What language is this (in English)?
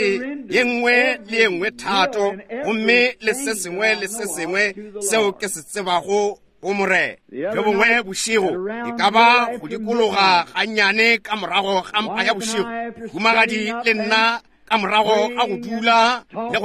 Northern Sotho